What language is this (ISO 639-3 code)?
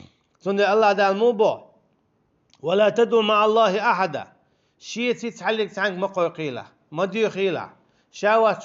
che